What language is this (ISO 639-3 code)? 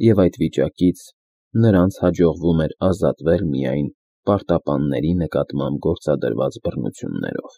hye